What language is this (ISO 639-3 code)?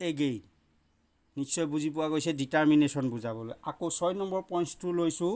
asm